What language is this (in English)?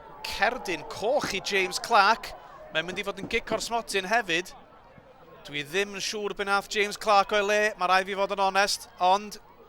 Welsh